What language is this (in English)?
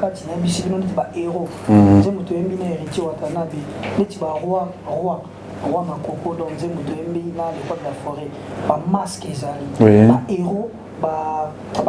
Lingala